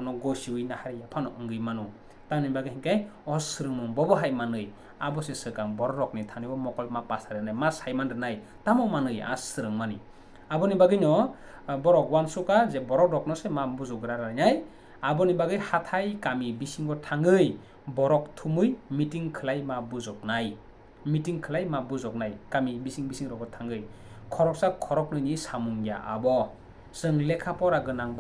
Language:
Kok Borok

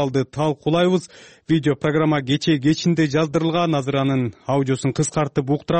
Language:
Kyrgyz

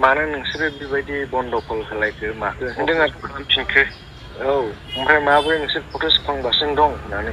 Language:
Bodo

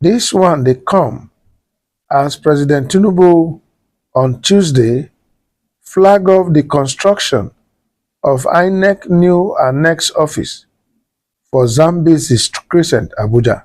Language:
Nigerian Pidgin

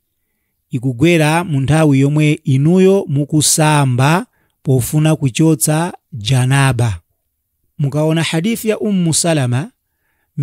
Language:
Nyanja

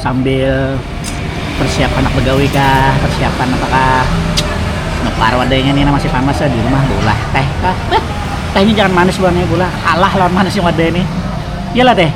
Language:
Banjar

